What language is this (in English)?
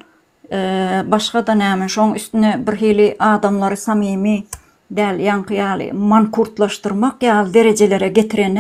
Turkmen